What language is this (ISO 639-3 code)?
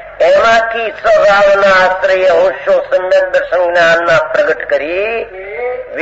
guj